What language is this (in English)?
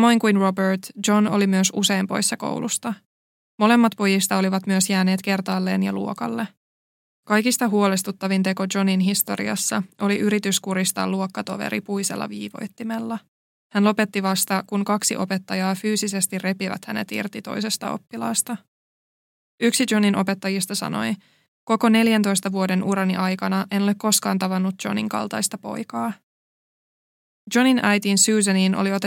Finnish